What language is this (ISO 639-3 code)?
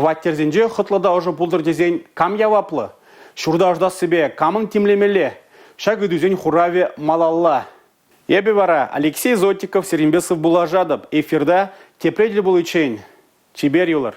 chv